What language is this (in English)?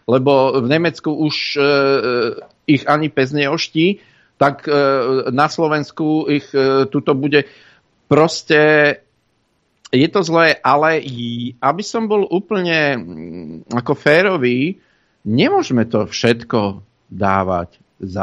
Slovak